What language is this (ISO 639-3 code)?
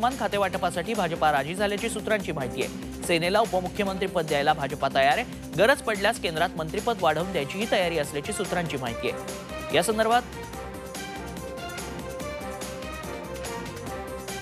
mar